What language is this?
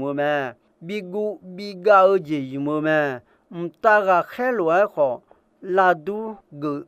Akha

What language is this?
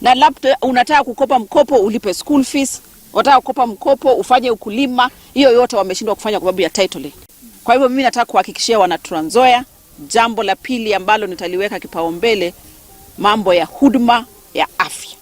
Swahili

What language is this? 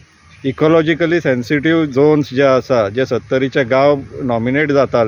Konkani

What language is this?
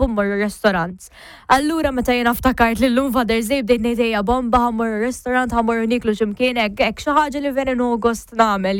Maltese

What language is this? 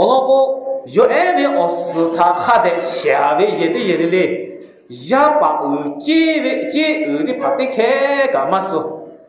Lahu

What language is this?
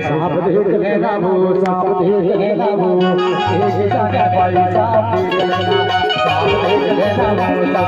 Chhattisgarhi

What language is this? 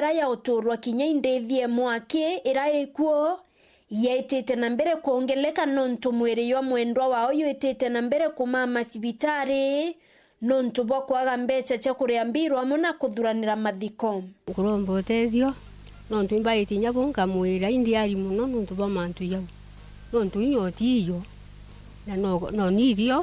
Meru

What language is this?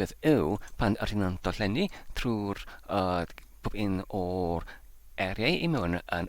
Welsh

